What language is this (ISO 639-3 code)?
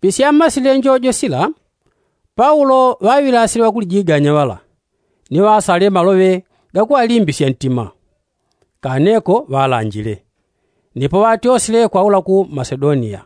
yao